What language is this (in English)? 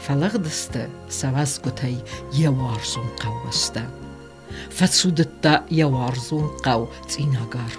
Ossetic